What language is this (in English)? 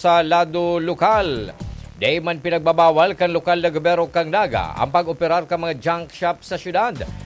Bikol